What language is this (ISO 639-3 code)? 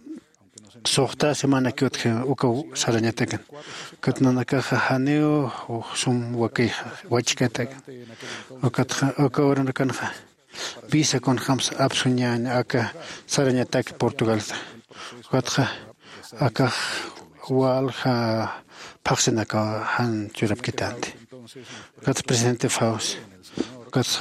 aym